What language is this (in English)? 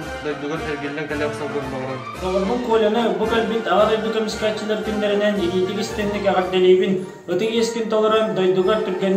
Yakut